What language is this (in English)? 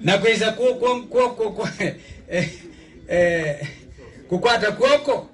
Kamba